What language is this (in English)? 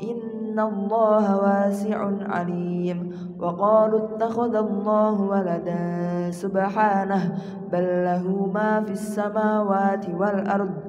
Arabic